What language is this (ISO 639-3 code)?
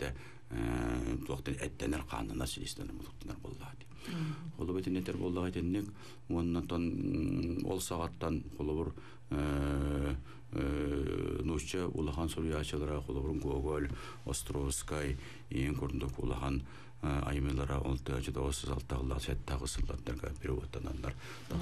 sah